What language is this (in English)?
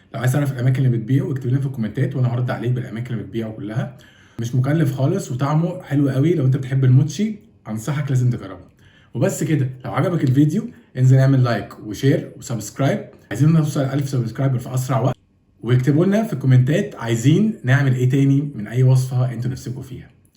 Egyptian Arabic